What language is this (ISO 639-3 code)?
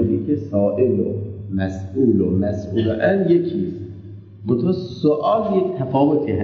fas